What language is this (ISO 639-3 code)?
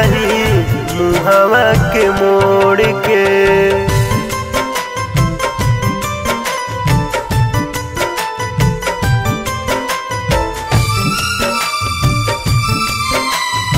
bho